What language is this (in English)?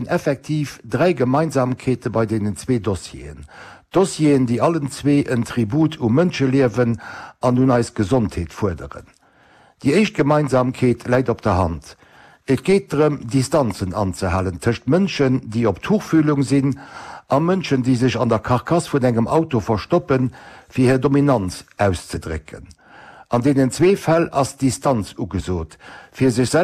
Luxembourgish